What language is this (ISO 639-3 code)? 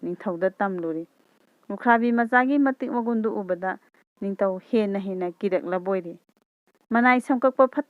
mni